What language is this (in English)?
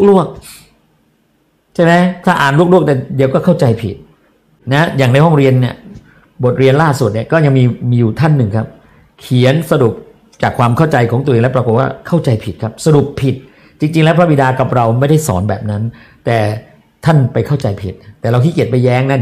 Thai